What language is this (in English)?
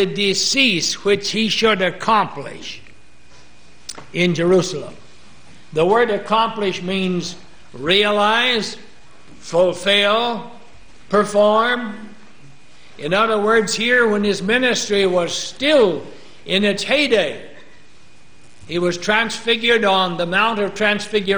English